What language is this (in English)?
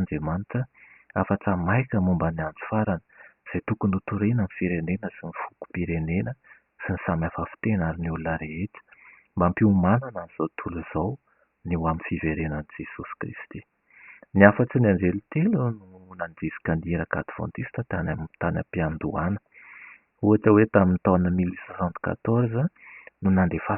Malagasy